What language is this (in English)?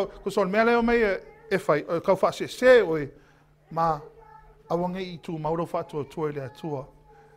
Samoan